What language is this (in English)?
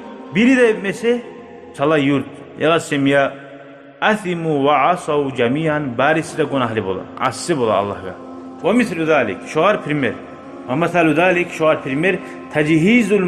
Kumyk